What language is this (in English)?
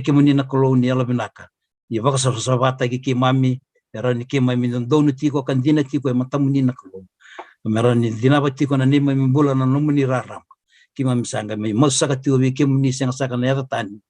Fijian